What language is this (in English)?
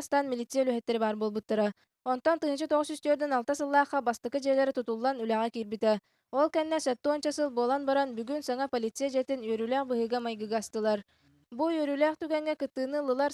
Yakut